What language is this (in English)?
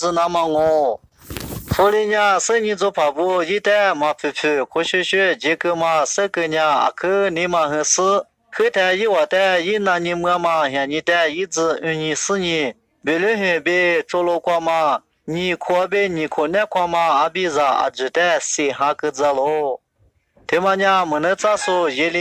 Lisu